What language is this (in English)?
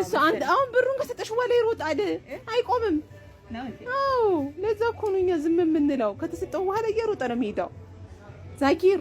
Amharic